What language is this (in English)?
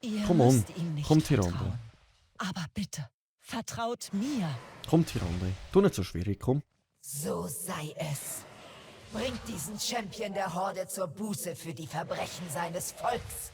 Swiss German